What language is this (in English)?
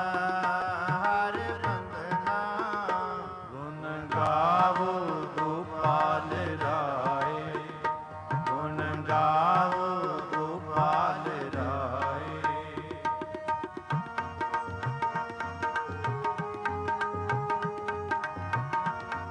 Punjabi